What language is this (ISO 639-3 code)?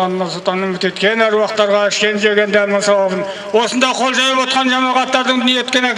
kaz